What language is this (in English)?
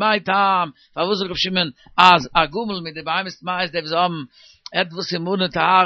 Yiddish